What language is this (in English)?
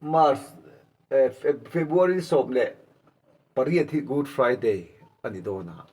Mizo